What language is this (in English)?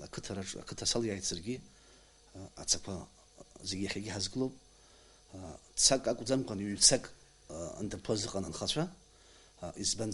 Abkhazian